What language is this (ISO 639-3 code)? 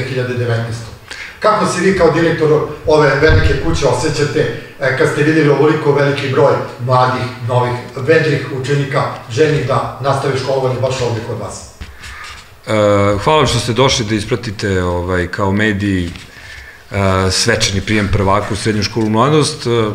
srp